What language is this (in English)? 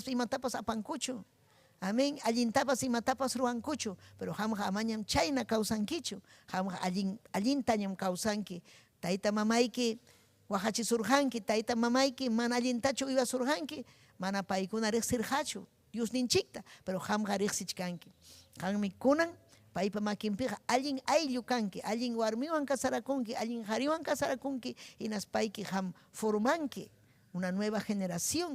Ayacucho Quechua